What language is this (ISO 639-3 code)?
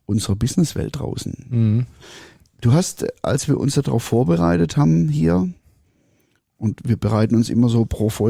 deu